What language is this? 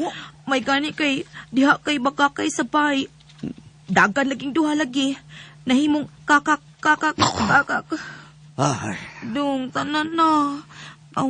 Cebuano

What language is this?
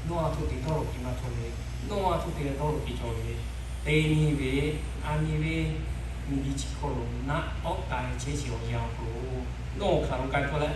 Lahu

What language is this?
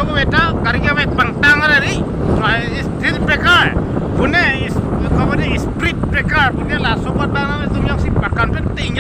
Karbi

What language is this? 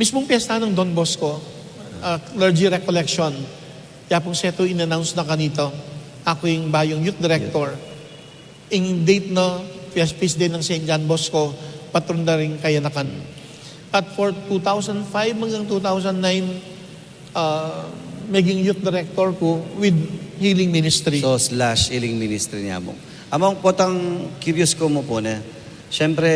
Pampanga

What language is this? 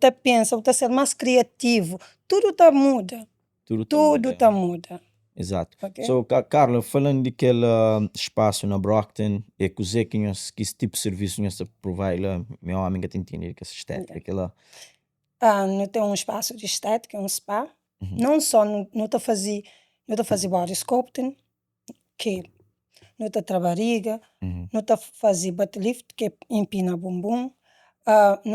Kabuverdianu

